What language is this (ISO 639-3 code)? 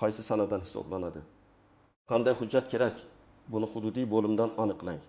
uzb